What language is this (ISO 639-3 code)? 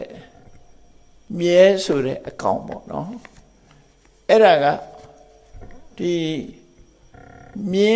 mya